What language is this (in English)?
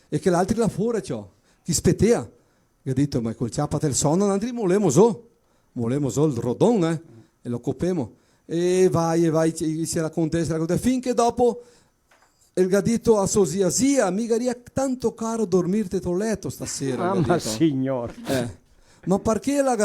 Venetian